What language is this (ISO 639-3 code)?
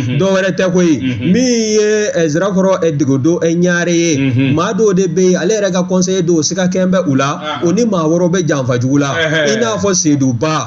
bam